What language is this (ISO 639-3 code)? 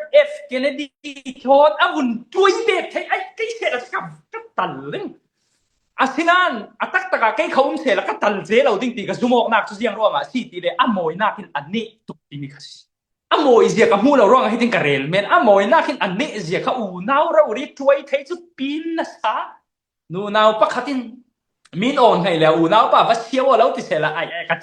cfm